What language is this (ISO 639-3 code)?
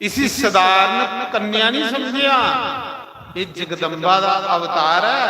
doi